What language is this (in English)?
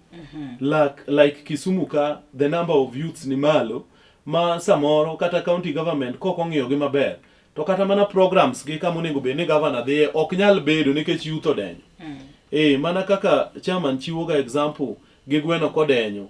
Luo (Kenya and Tanzania)